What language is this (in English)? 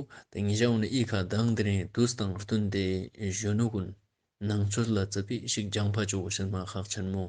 Ladakhi